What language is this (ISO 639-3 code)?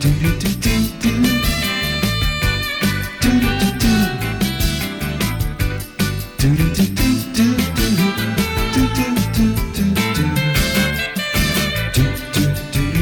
est